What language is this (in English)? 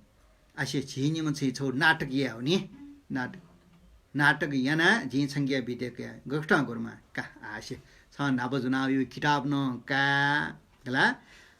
Newari